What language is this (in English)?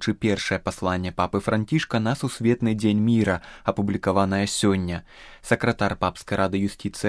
Belarusian